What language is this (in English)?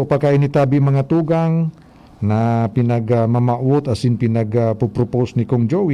Bikol